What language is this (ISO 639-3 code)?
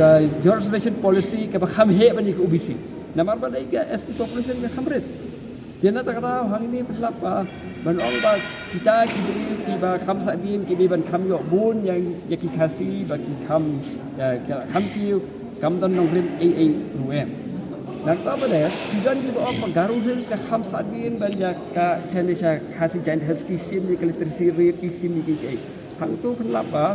kha